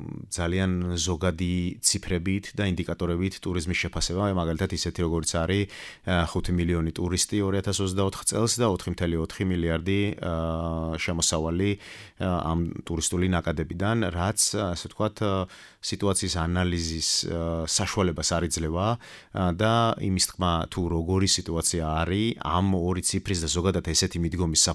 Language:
Georgian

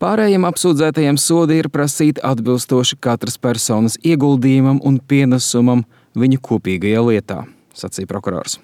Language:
Latvian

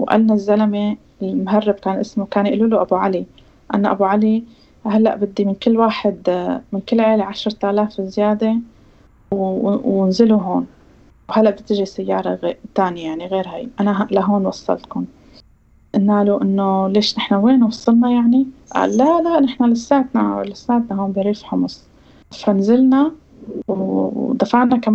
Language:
North Levantine Arabic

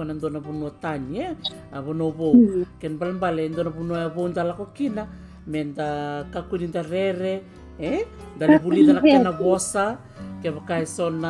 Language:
Fijian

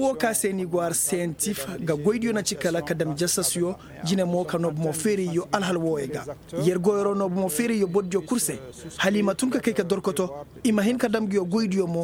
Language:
Koyraboro Senni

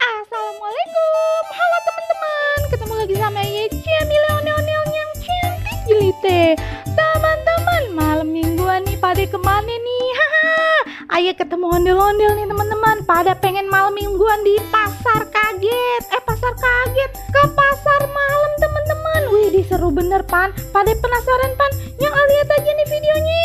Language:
Betawi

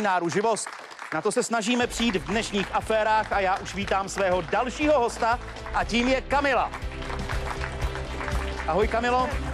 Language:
Czech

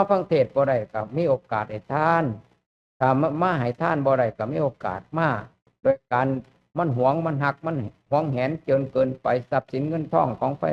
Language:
Lao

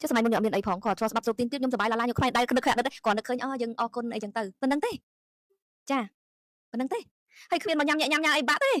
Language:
Khmer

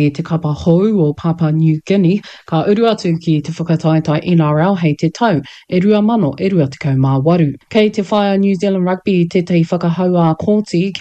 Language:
Māori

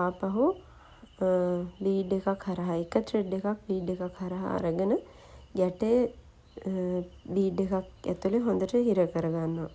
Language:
Sinhala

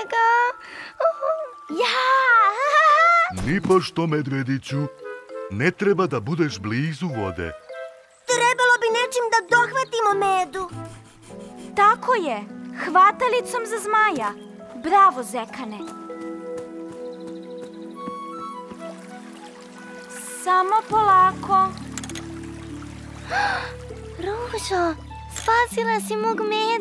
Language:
Serbian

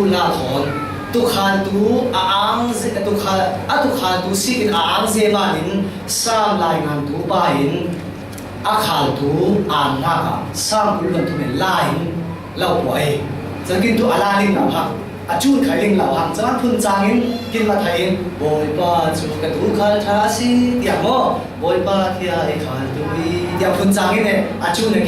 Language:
Falam Chin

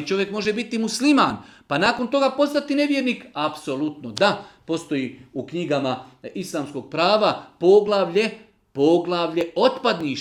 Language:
Bosnian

